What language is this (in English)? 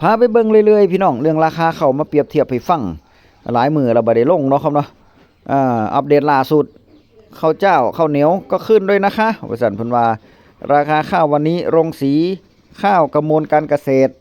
Northeastern Thai